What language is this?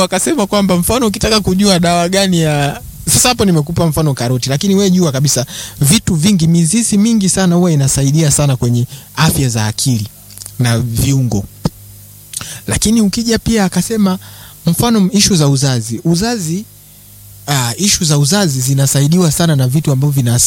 Swahili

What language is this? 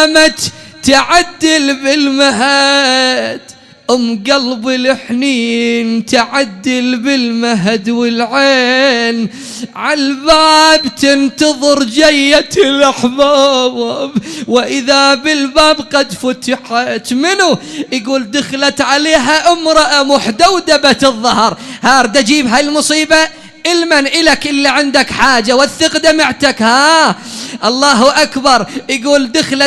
Mesopotamian Arabic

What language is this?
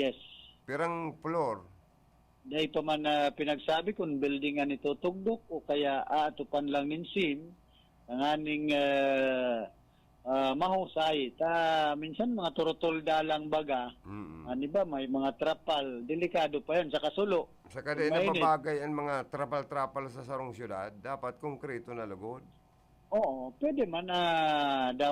Bikol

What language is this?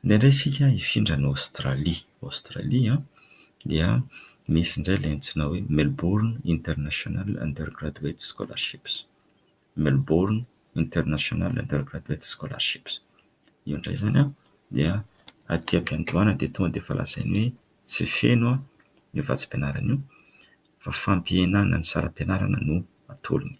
Malagasy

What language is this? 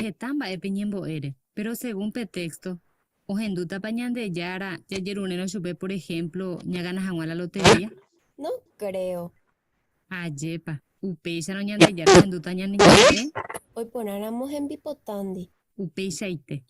Guarani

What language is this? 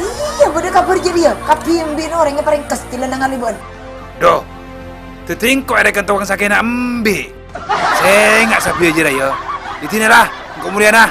Madurese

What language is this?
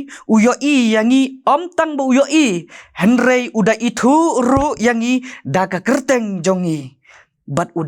Khasi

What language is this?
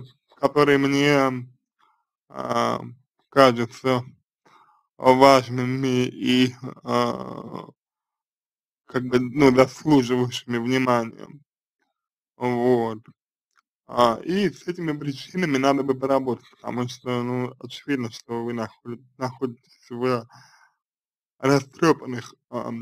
Russian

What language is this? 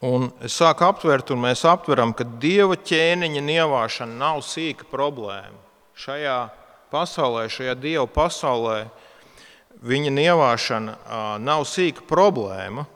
Latvian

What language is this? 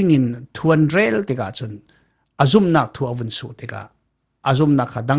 Falam Chin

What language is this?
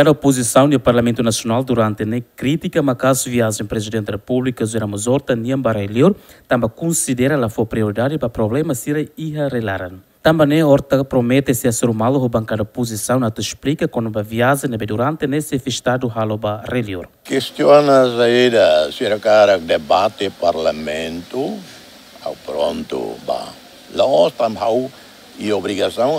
Tetum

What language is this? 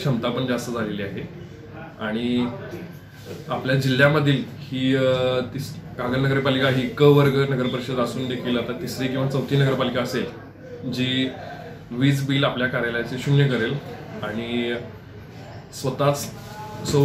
Marathi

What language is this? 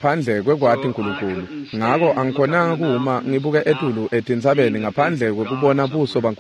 Swati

